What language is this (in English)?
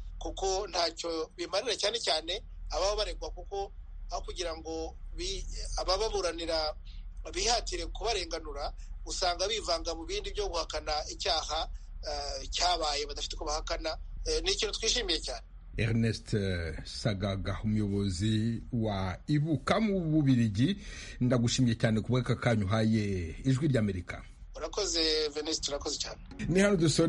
Kinyarwanda